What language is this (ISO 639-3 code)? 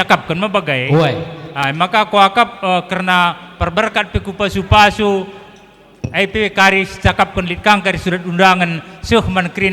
btx